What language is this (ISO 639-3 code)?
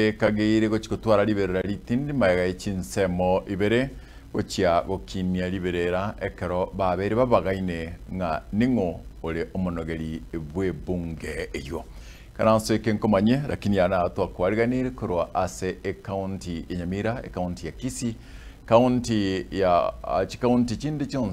guz